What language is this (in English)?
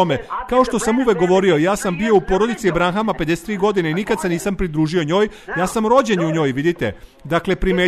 Serbian